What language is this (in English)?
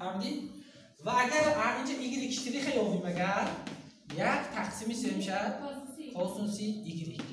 Tajik